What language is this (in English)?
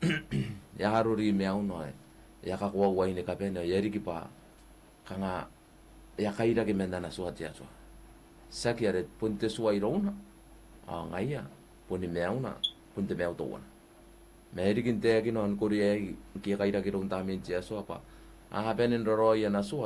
Gilbertese